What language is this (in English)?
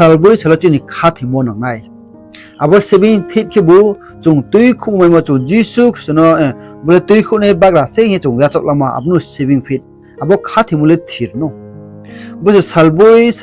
Riang (India)